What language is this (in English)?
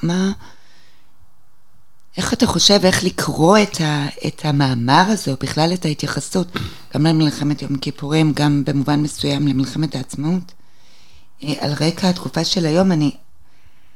Hebrew